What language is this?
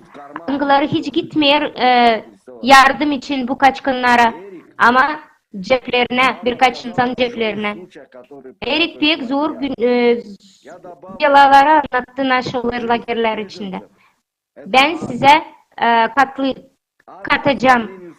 Gagauz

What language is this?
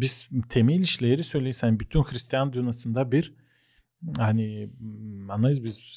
Gagauz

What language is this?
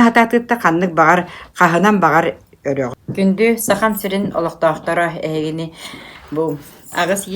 Yakut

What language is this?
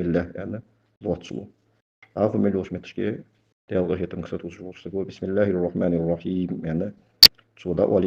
Ingush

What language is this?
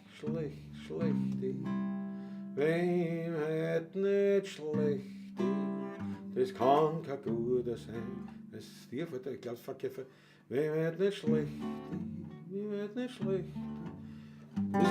Bavarian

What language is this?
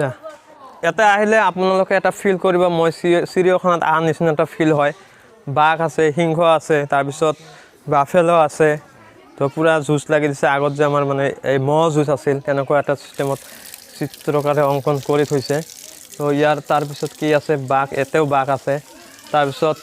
Assamese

